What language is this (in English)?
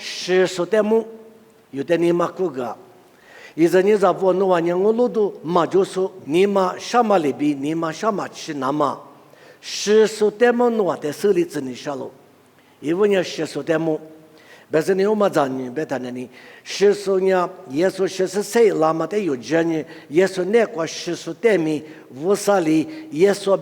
Lisu